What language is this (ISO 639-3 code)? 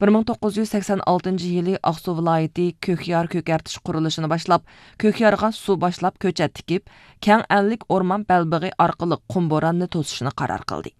uig